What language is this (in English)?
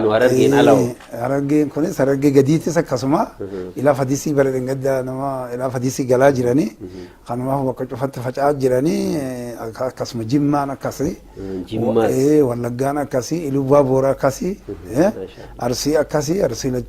Oromo